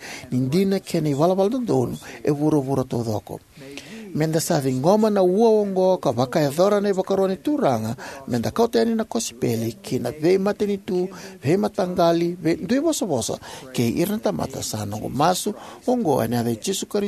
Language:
Fijian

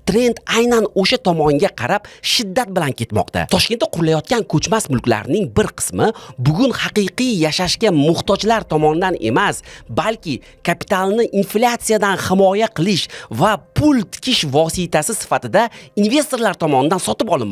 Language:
Uzbek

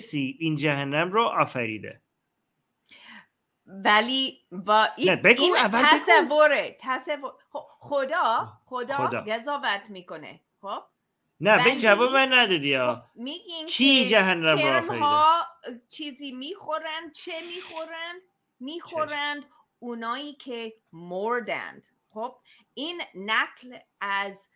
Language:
Persian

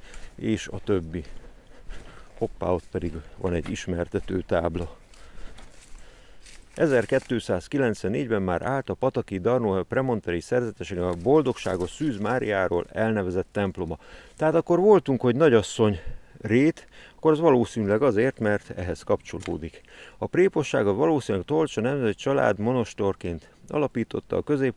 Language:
Hungarian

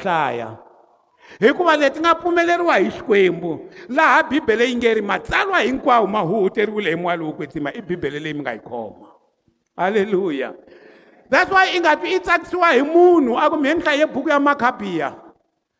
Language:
Tsonga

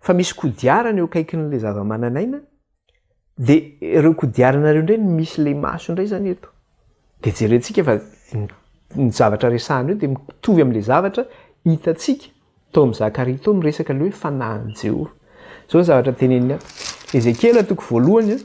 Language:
Malagasy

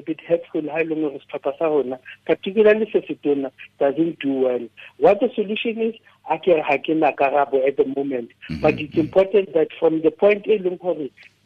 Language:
Tswana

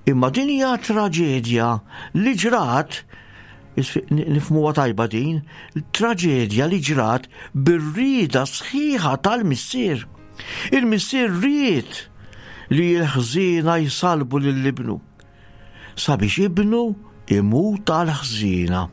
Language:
Maltese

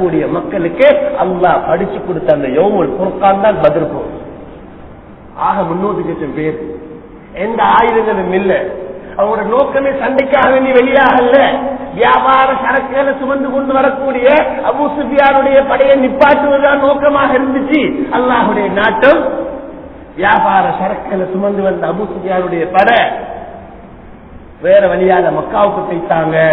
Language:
Tamil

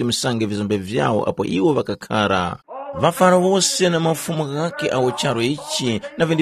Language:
Tumbuka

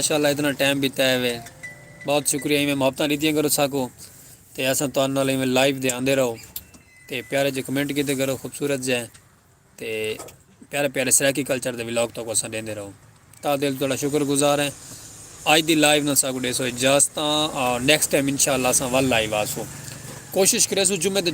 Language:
Saraiki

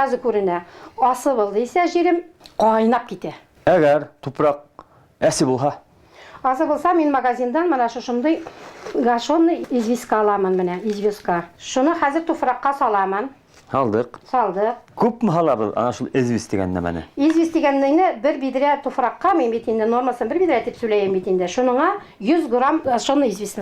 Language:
Bashkir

